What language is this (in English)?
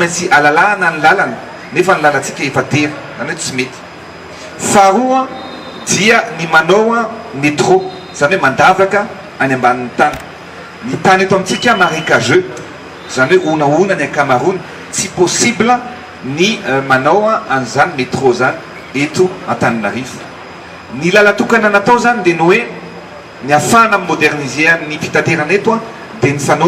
Malagasy